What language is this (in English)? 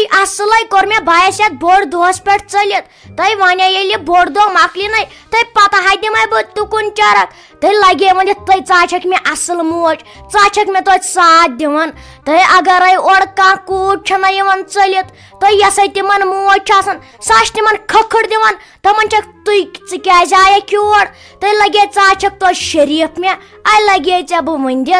Kashmiri